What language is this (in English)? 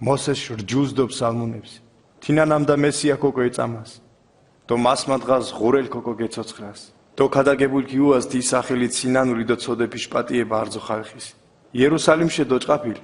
Mingrelian